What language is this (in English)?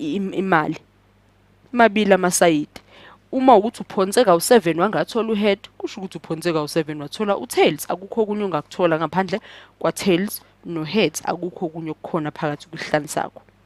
Zulu